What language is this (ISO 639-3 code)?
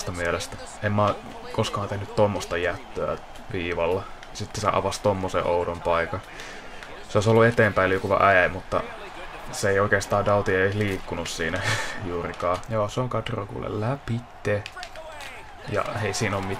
fin